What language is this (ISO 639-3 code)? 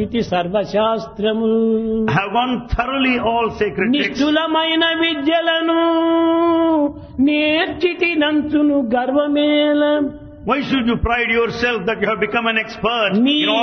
tel